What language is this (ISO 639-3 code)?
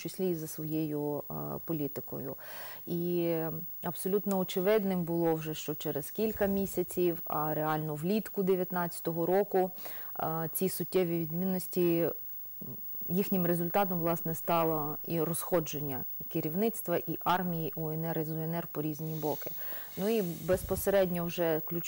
ukr